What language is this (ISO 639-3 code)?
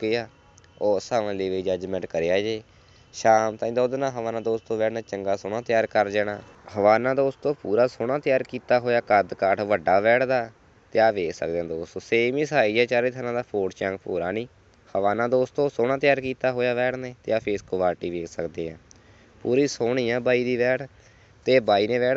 pan